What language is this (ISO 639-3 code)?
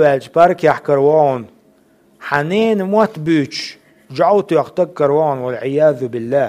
che